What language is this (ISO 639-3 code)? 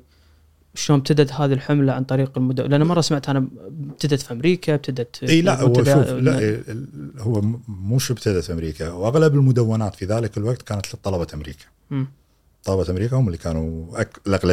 afb